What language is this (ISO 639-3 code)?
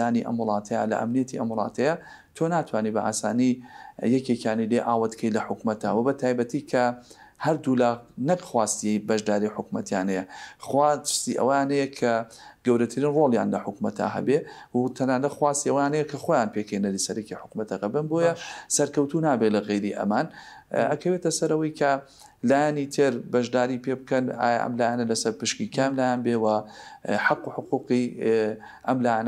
ckb